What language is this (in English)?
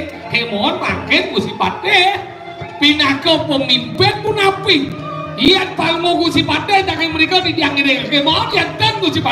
Balinese